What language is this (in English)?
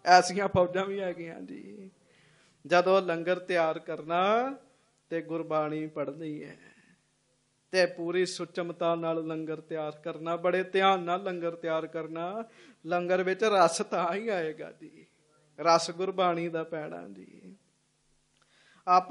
Punjabi